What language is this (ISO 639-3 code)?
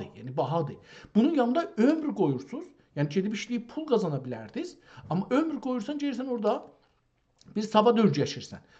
azb